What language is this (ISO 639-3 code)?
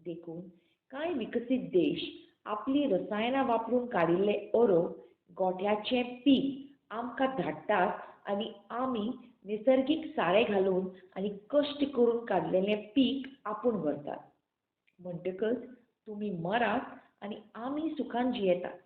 kok